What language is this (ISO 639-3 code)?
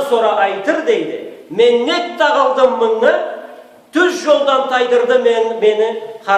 krc